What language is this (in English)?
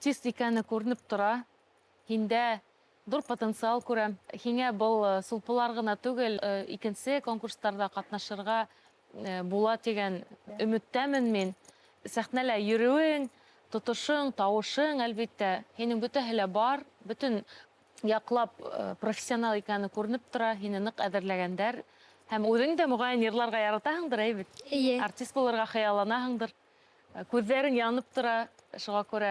Bashkir